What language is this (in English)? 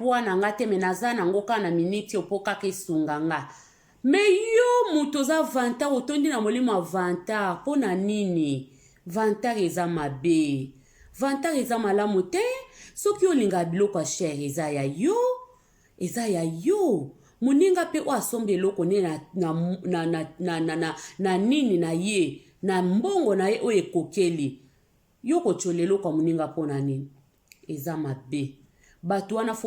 Lingala